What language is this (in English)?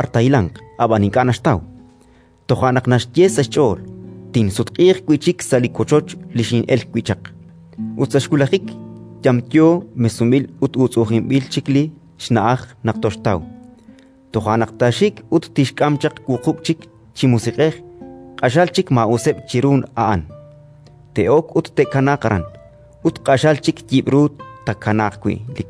Kekchí